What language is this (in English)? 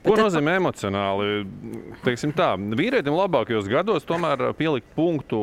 Latvian